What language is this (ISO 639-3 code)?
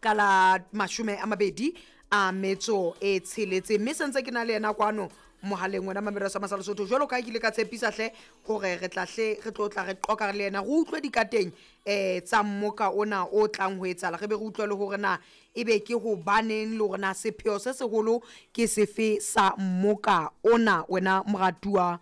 sot